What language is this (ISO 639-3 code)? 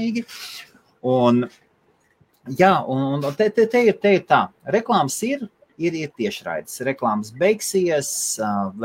lav